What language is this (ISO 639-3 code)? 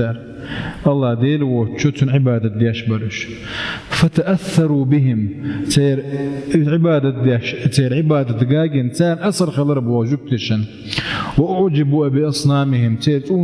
che